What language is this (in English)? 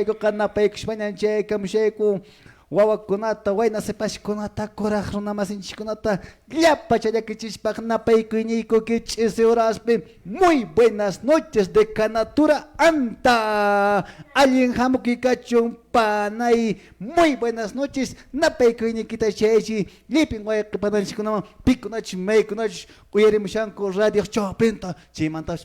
Quechua